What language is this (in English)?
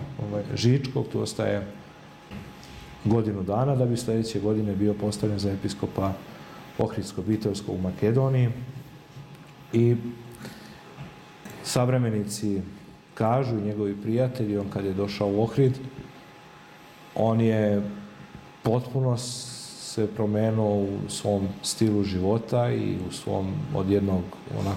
Serbian